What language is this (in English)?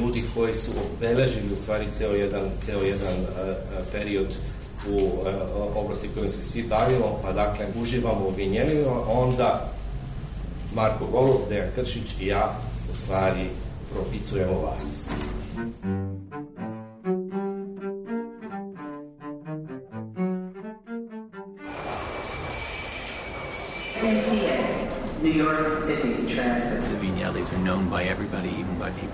Serbian